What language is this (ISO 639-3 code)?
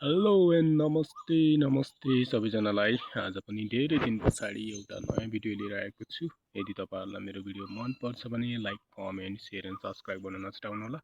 nep